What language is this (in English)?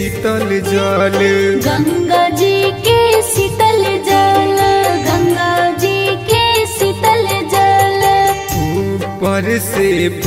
Bhojpuri